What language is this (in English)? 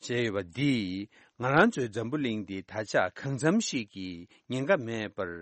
Tibetan